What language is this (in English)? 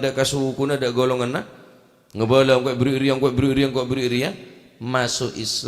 Madurese